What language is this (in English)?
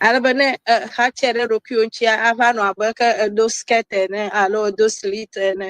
Ewe